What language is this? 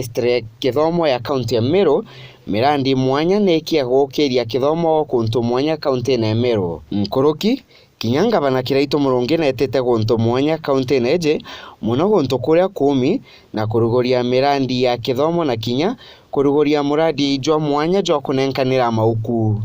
Meru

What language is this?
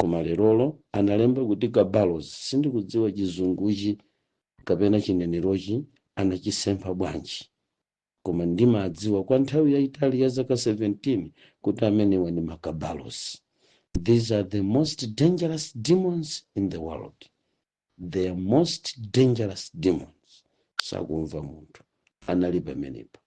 Nyanja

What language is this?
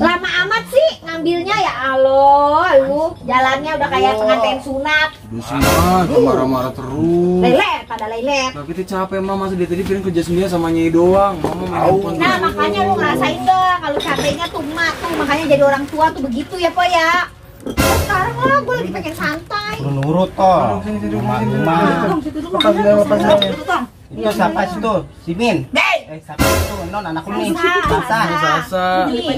Betawi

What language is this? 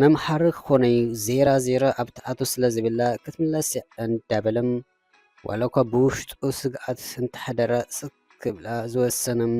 Tigrinya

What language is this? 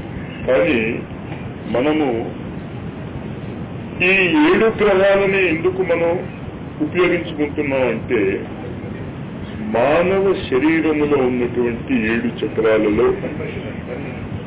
Telugu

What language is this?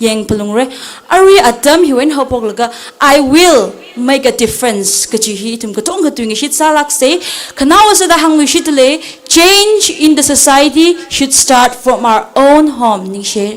Tangkhul Naga (India)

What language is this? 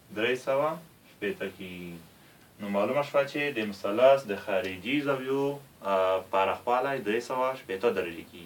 Pashto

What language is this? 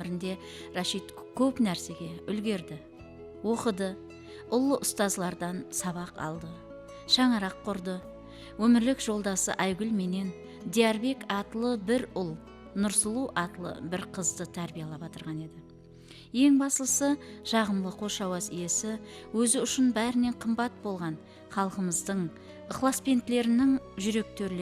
Kara-Kalpak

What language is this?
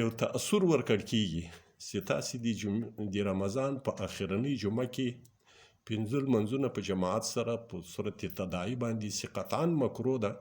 Pashto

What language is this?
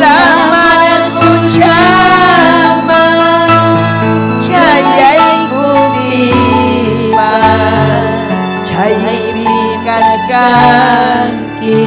Ayacucho Quechua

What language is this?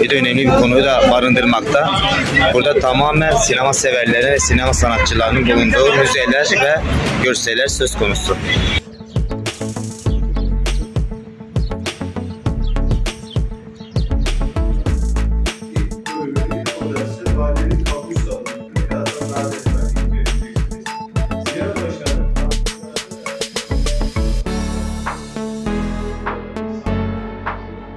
Turkish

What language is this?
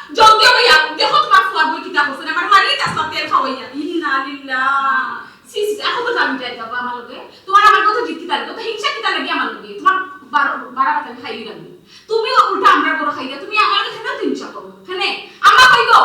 Sylheti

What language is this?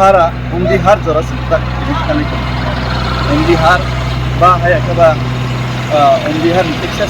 Kok Borok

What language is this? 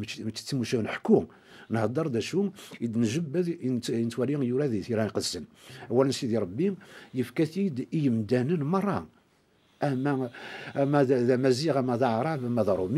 Kabyle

